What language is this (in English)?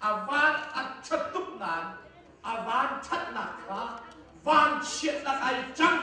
Hakha Chin